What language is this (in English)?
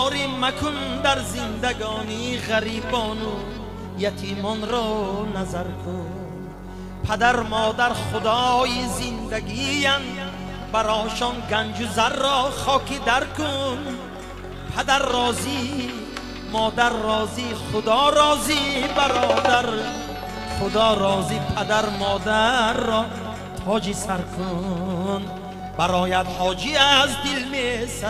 Tajik